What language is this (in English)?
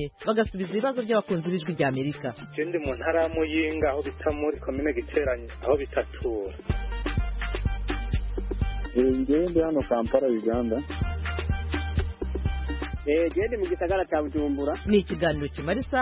Kinyarwanda